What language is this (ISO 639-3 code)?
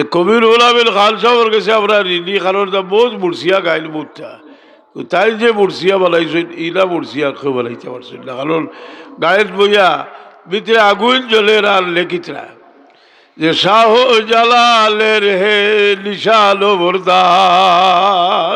syl